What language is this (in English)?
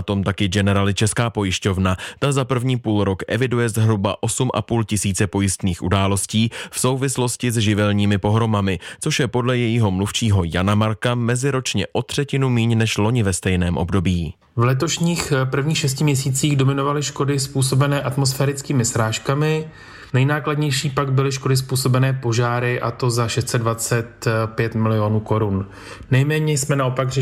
Czech